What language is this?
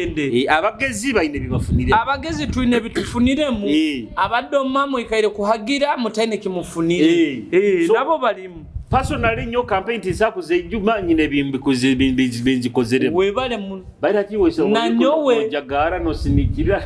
Nyoro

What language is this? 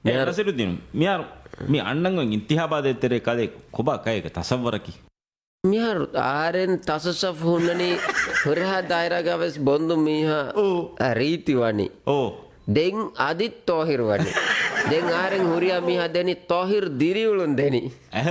Divehi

